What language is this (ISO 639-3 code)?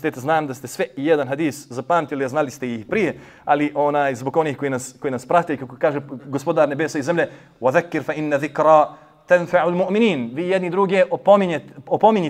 bos